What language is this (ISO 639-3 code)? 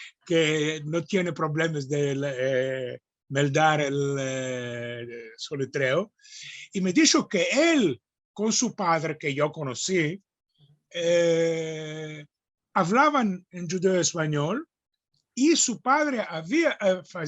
lad